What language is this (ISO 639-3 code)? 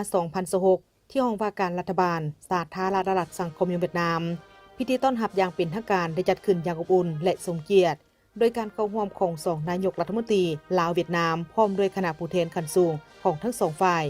lao